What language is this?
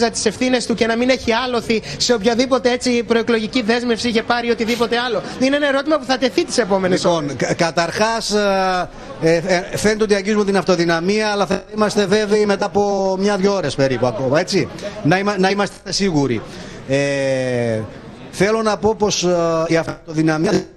Greek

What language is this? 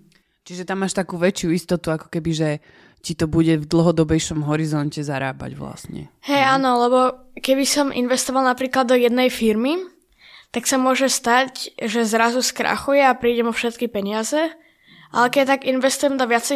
Slovak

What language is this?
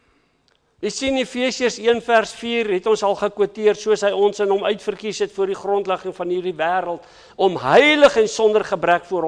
Afrikaans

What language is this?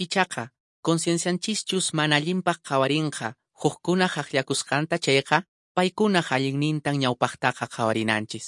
Quechua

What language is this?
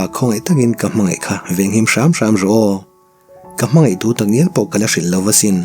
Mizo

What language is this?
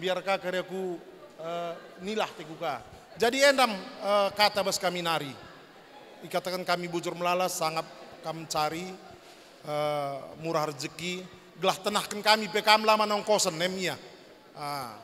Batak Karo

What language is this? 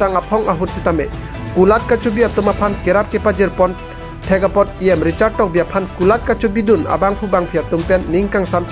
Karbi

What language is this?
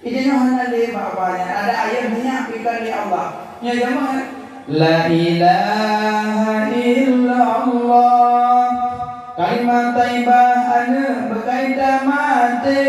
Achinese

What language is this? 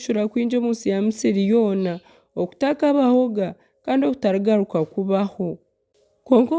Nyankole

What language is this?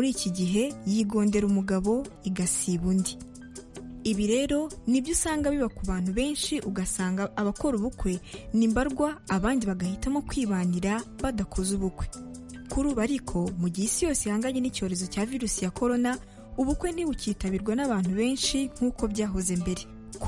Kinyarwanda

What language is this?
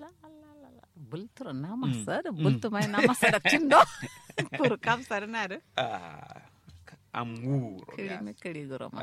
Kanuri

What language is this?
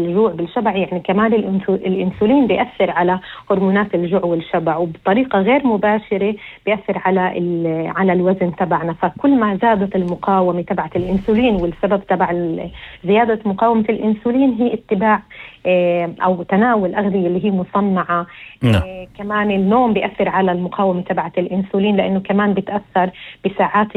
North Levantine Arabic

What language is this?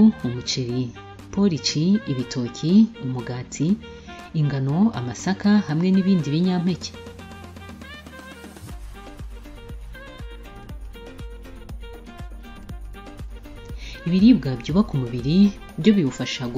Kinyarwanda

